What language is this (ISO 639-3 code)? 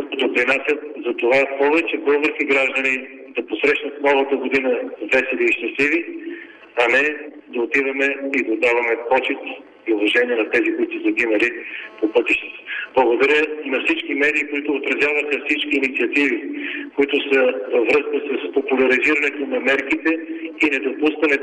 bul